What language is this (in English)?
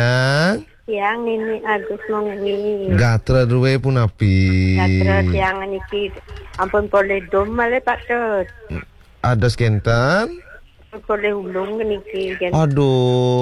Balinese